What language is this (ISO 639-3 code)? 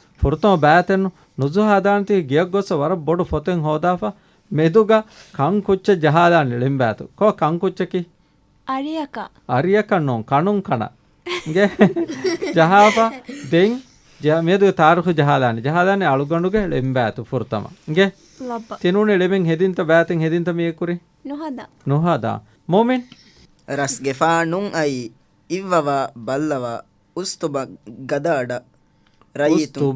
div